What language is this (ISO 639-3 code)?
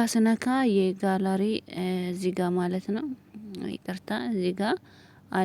amh